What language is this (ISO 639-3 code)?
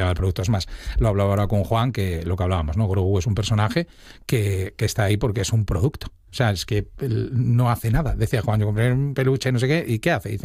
spa